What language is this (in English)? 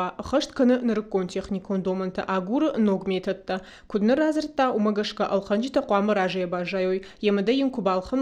Ossetic